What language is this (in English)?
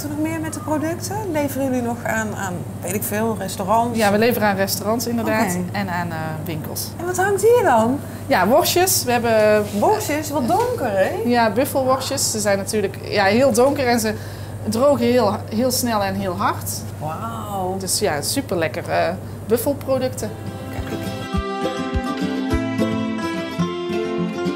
Dutch